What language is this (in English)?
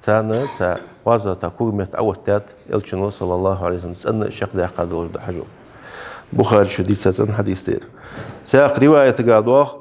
Ingush